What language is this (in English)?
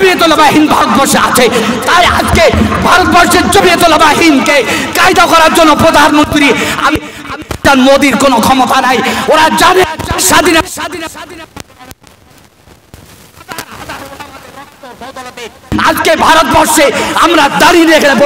Bangla